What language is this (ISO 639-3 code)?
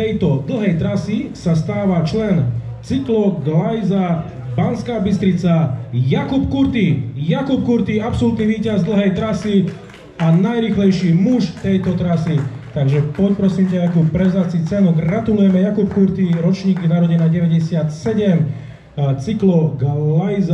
slk